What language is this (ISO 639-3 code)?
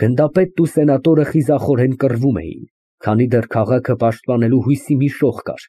hye